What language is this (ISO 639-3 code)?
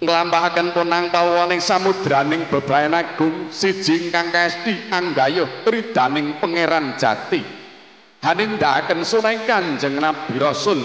jav